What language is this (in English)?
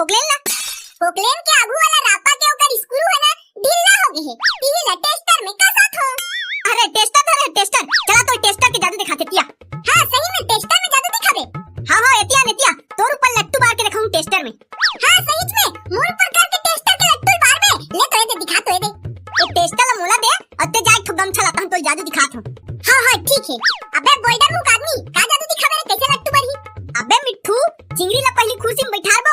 Chhattisgarhi